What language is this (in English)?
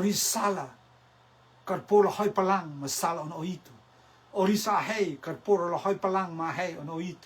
Rotuman